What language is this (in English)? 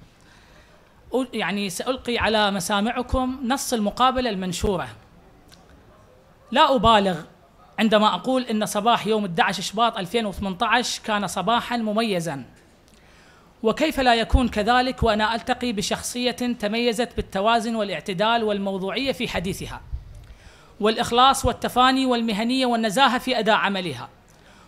Mesopotamian Arabic